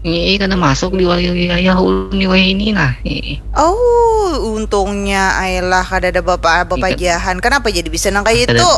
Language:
Banjar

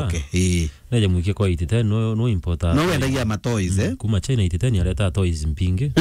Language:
Meru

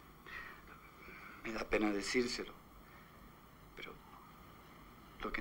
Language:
Spanish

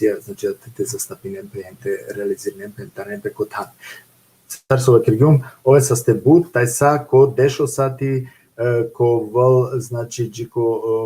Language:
Balkan Romani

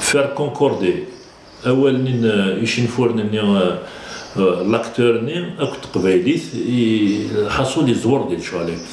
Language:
Kabyle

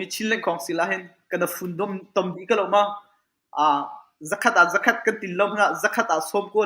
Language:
Hakha Chin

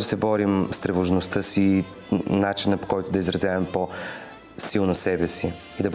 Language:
Bulgarian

